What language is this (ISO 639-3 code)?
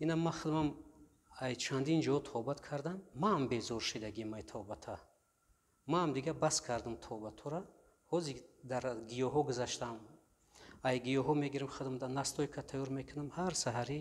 tgk